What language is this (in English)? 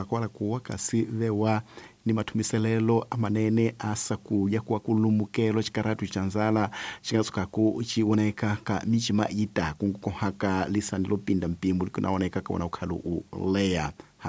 Tsonga